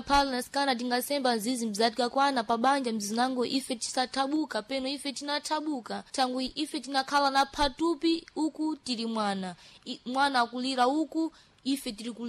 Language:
Sena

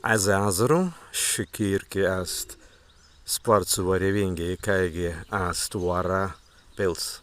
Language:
Prussian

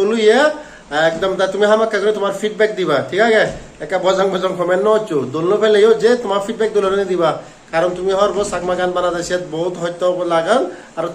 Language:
Chakma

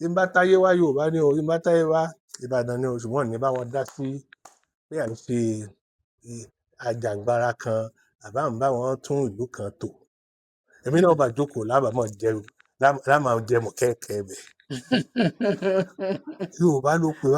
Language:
Yoruba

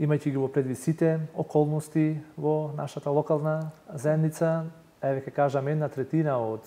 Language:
Macedonian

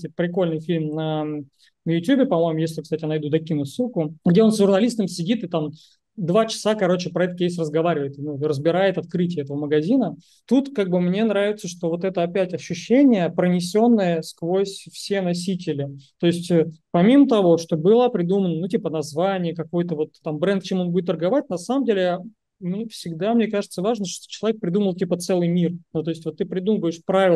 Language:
Russian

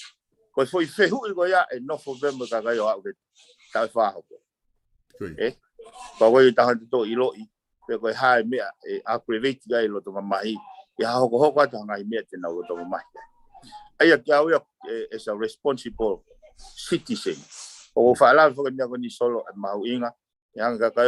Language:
Tongan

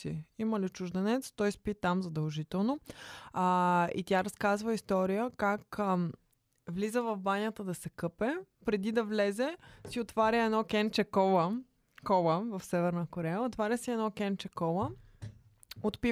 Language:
Bulgarian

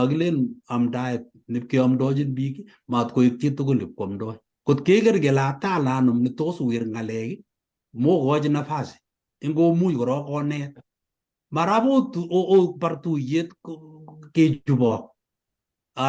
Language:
Kalenjin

